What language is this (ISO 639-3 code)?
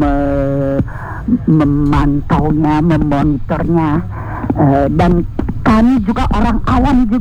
ind